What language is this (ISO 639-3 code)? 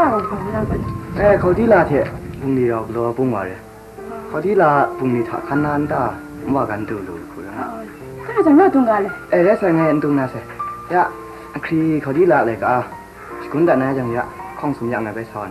kac